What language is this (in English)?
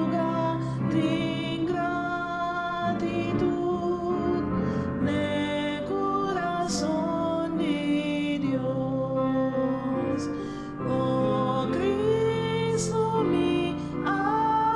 Papiamento